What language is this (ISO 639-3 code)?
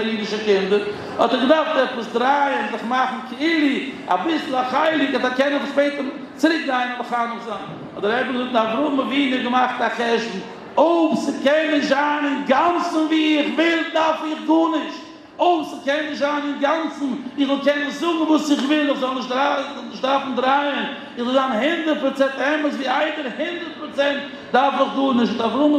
yid